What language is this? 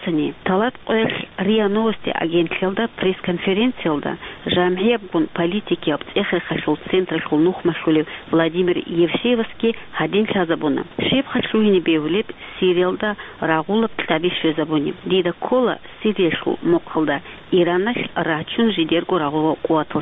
Avaric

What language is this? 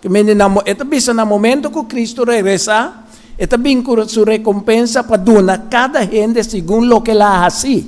Papiamento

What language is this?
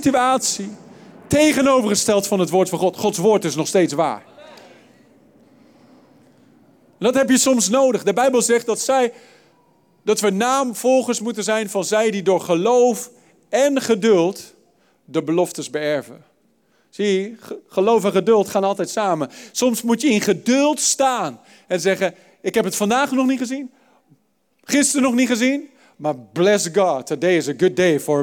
Dutch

